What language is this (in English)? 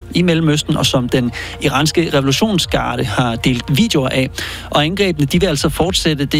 Danish